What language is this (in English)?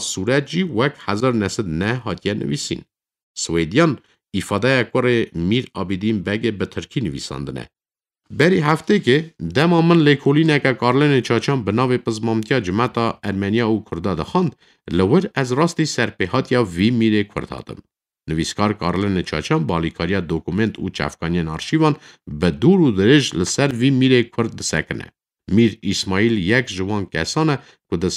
Kurdish